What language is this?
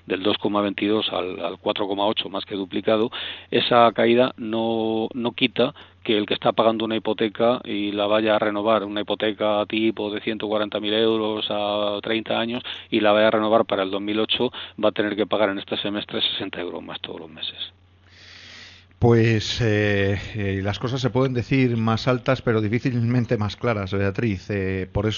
Spanish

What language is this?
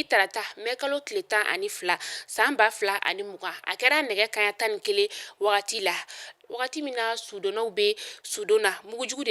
Bambara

